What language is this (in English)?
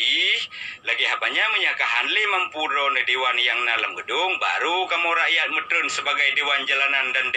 Achinese